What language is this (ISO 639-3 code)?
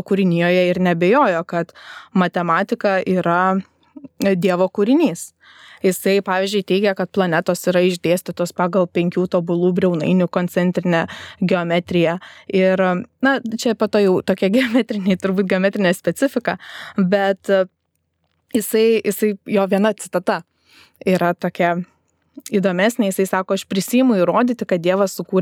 lit